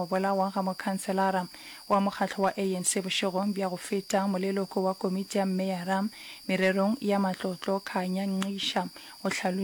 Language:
Northern Sotho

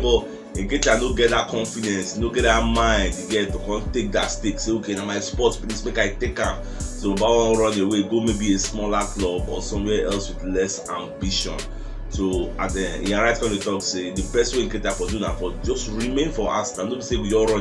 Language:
Nigerian Pidgin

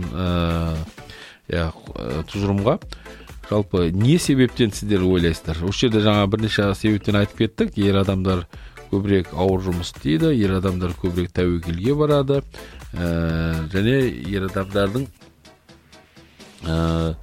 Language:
Kazakh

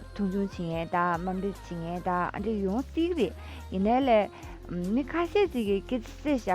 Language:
Tibetan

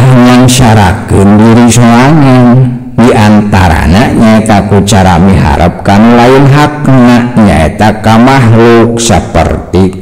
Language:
Sundanese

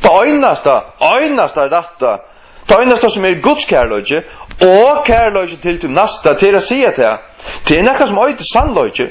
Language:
Faroese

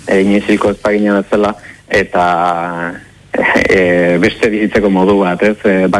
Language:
Basque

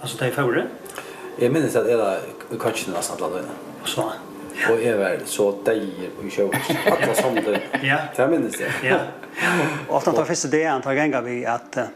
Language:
Faroese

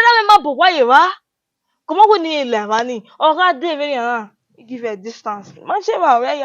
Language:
Bini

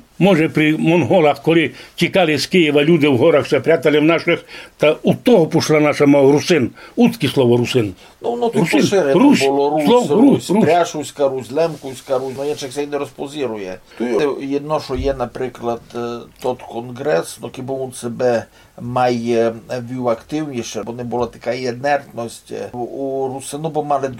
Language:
Rusyn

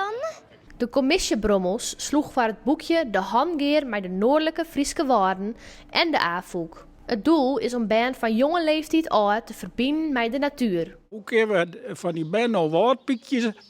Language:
Western Frisian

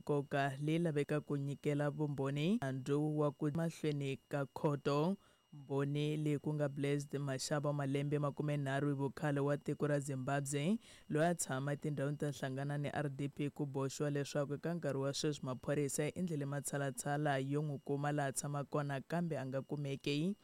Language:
Tsonga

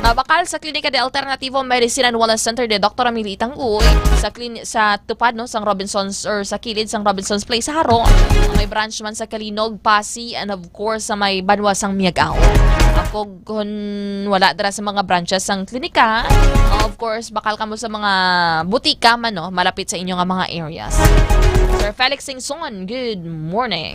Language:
Hiligaynon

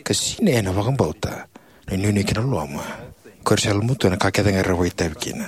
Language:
Fijian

